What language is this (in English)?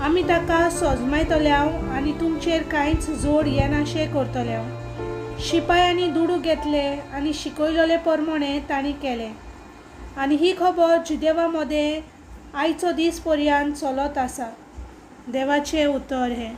Konkani